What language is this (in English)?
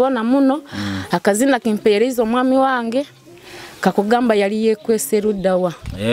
Nyoro